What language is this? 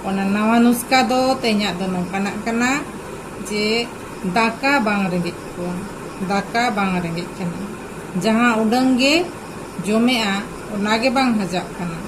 Santali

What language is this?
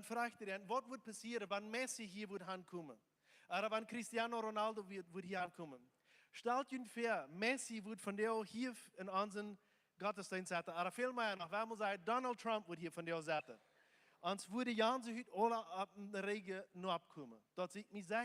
Plautdietsch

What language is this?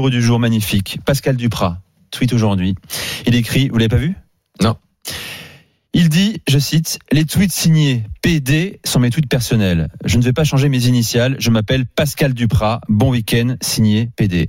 French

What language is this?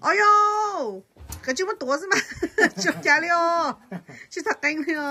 Hmong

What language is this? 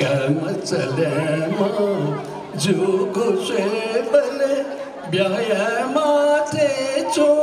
Newari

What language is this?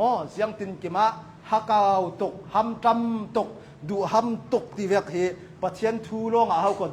Hakha Chin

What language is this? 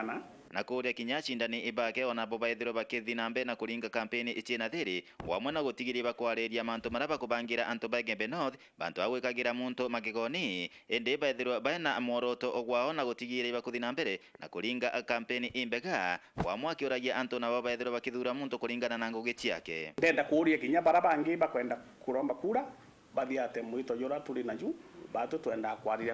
Meru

